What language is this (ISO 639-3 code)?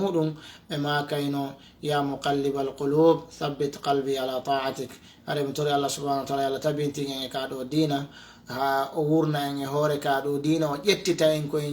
ful